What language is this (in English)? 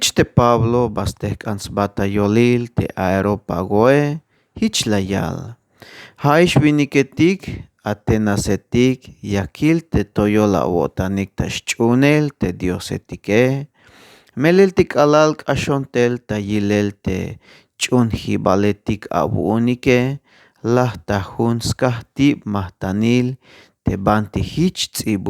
Tzeltal